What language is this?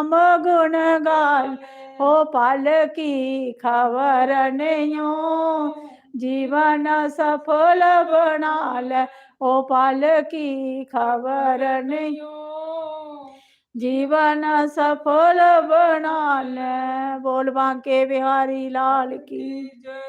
Dogri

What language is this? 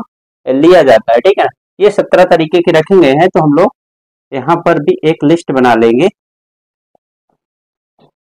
Hindi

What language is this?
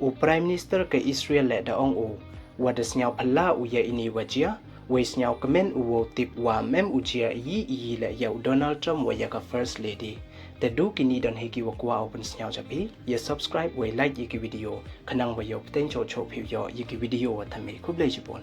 Pnar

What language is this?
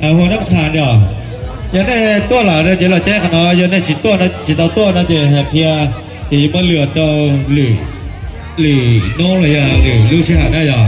Hmong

